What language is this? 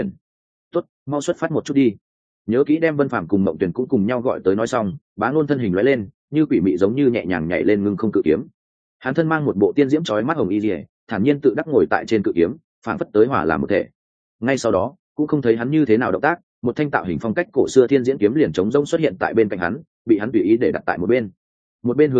Vietnamese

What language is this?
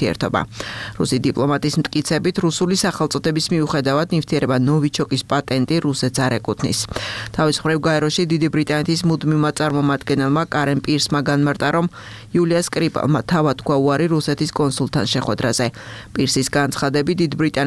Georgian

